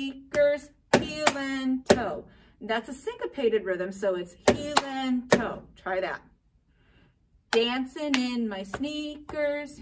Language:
English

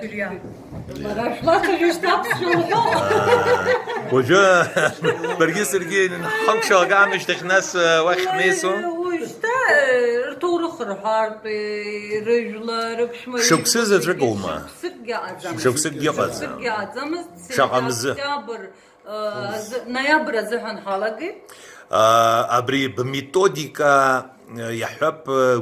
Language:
Abkhazian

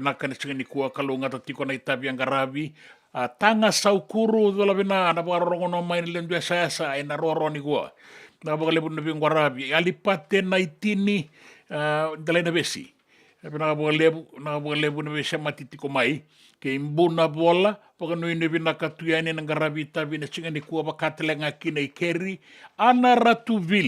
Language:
Fijian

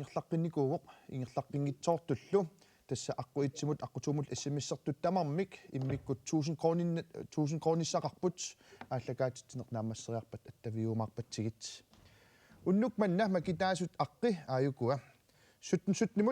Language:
Kalaallisut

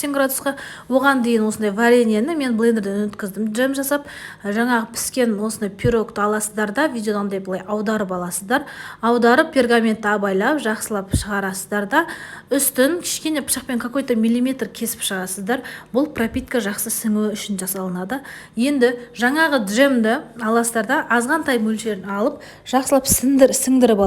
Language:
Kazakh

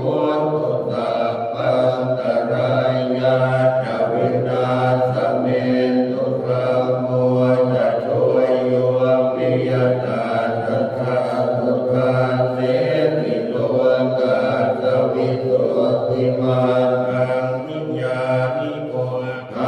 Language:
Pali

